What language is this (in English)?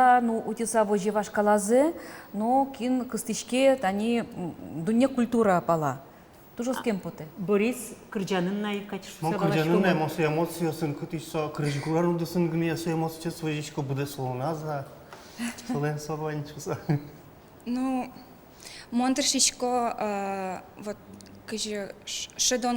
Udmurt